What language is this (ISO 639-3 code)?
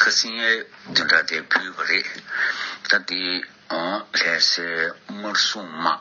bod